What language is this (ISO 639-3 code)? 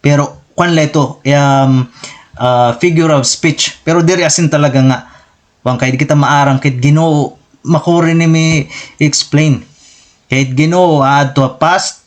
war